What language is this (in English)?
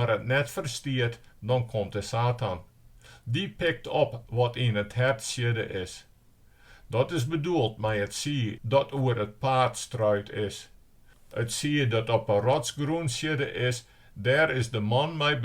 Western Frisian